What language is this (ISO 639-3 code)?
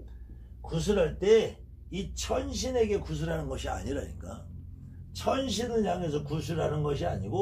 kor